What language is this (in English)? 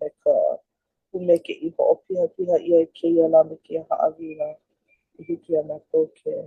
Hawaiian